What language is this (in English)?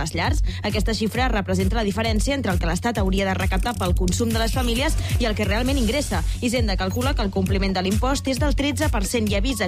Catalan